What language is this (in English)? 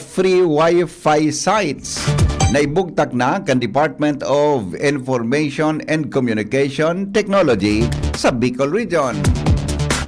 Bikol